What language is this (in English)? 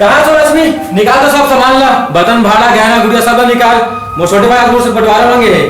Chhattisgarhi